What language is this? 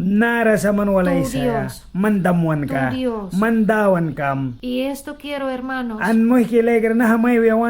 Mískito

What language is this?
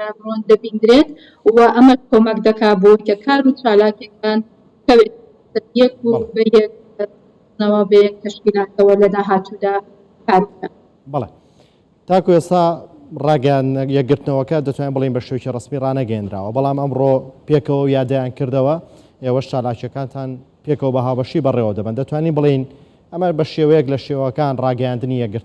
Central Kurdish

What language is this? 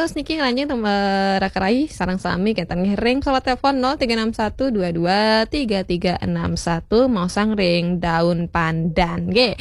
Balinese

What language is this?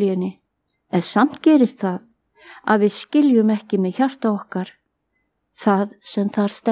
Icelandic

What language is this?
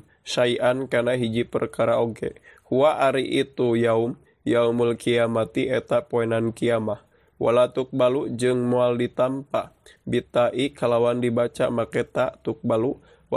Sundanese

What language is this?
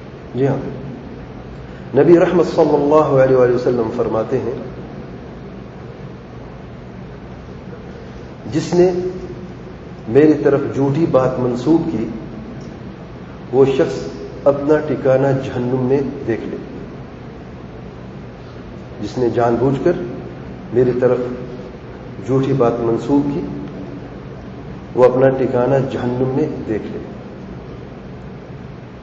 Urdu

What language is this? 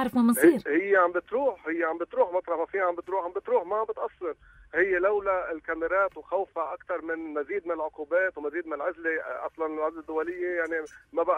North Levantine Arabic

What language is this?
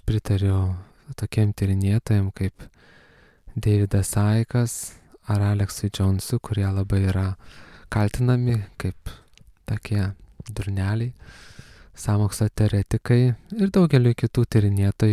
Lithuanian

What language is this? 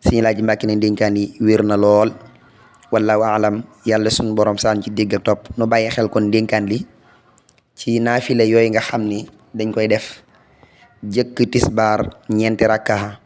Wolof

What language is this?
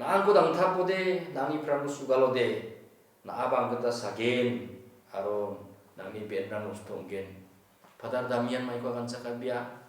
Garo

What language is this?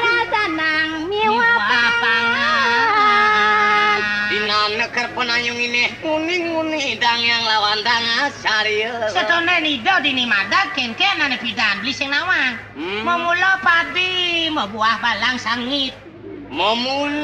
Balinese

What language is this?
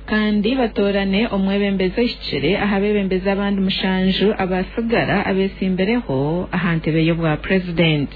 Nyankole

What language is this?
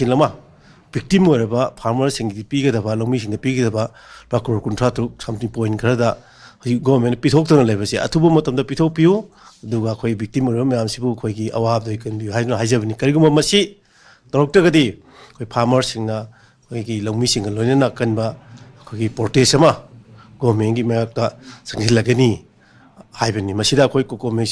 Manipuri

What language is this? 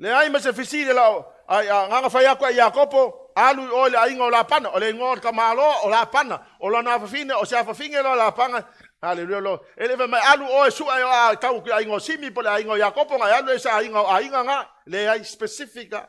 Samoan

